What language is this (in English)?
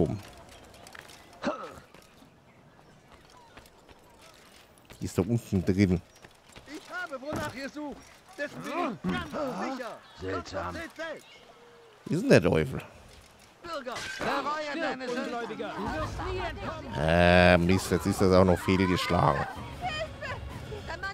German